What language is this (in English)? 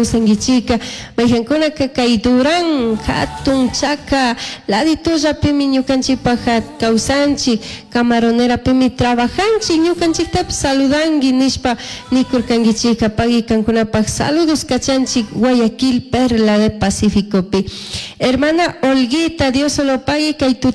Chimborazo Highland Quichua